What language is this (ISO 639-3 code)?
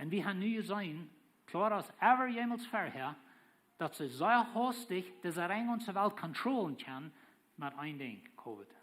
pdt